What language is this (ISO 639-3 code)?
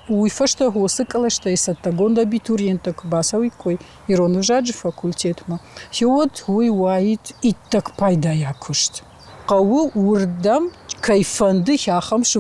oss